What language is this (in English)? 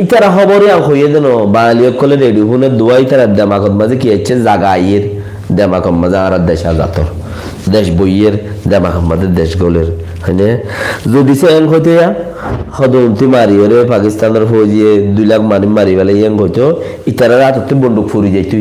Rohingya